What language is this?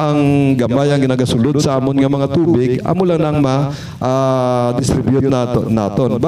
Hiligaynon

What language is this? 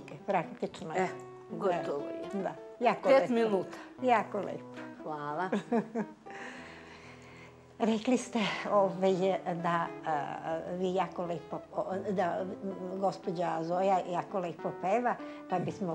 Serbian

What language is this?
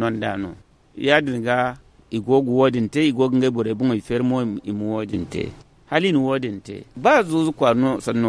Zarma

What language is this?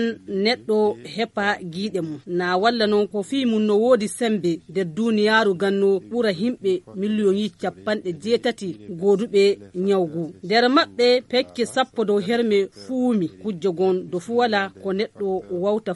Fula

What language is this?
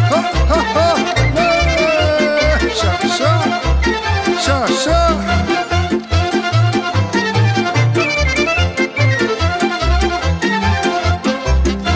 Romanian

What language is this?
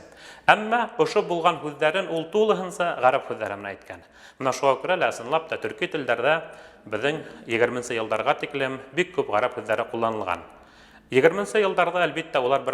Bashkir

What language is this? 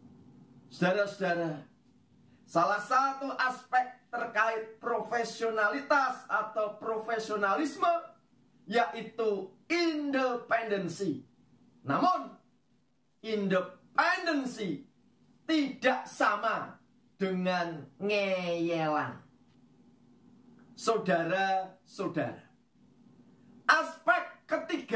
Indonesian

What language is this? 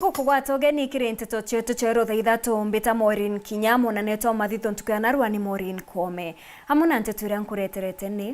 Meru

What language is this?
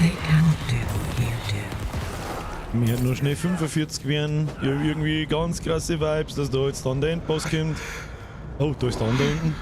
Bavarian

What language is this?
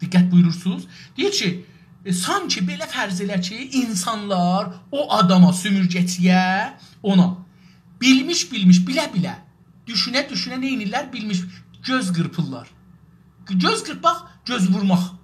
South Azerbaijani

